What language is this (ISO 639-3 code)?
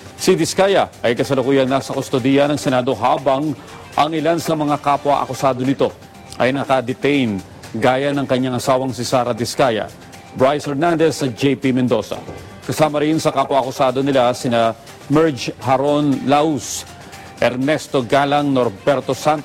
fil